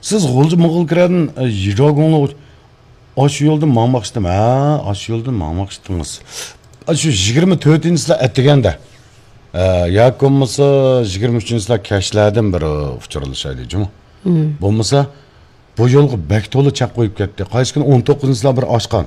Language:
Uyghur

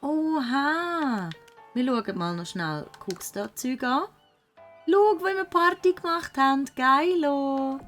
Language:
Swiss German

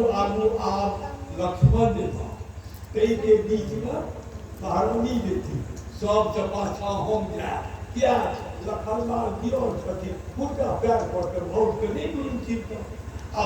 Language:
Maithili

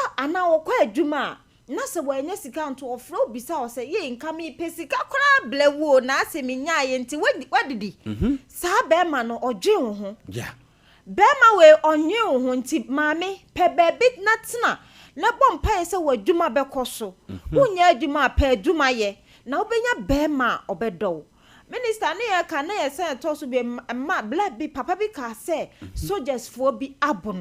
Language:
Akan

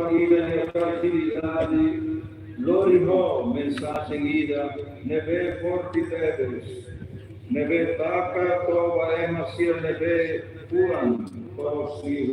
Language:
Tetum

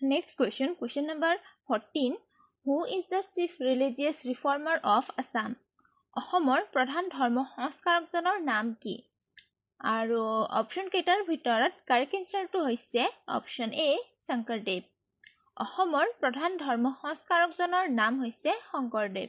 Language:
Assamese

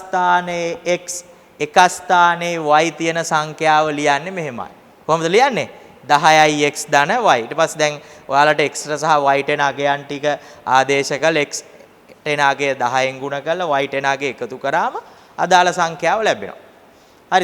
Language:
Sinhala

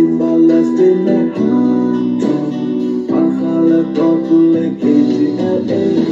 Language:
S'gaw Karen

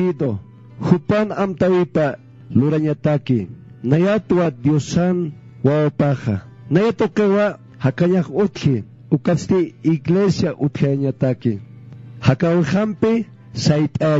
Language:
Aymara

